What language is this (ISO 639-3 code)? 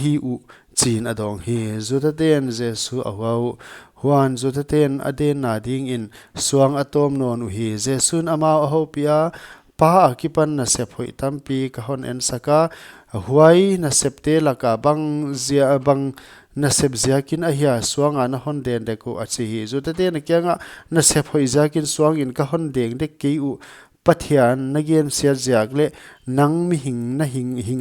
pck